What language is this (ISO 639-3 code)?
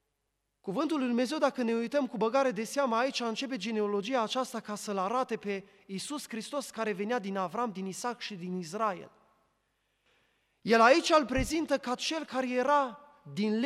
ron